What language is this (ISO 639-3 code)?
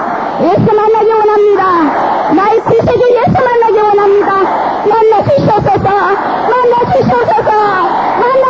kor